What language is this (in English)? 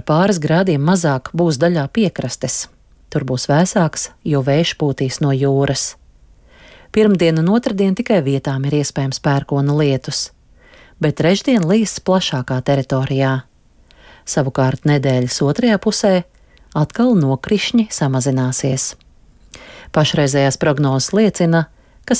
Latvian